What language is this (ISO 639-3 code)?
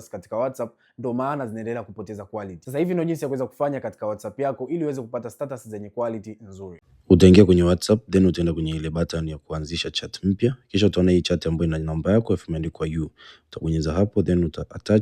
swa